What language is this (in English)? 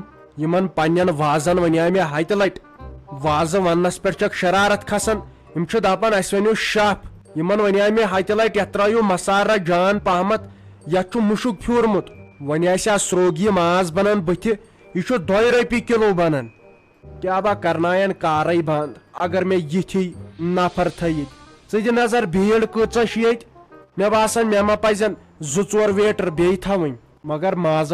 Kashmiri